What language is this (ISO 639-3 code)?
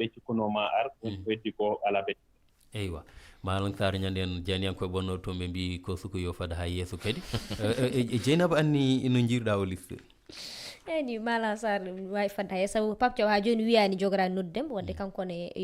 ful